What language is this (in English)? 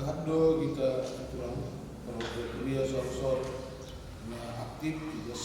Batak Simalungun